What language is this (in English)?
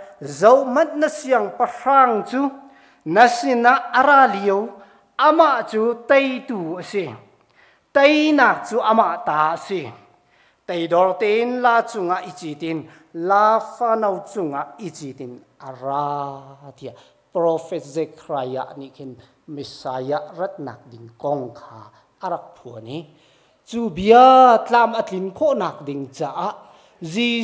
Hakha Chin